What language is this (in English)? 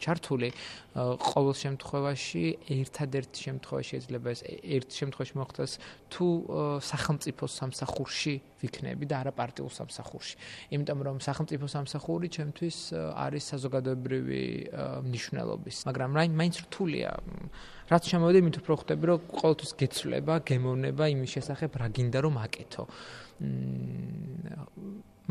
Georgian